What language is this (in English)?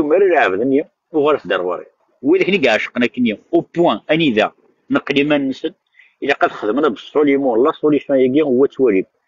Kabyle